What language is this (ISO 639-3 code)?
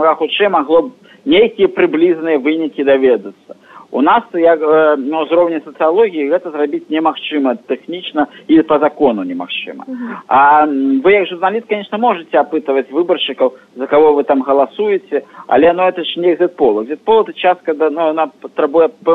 bel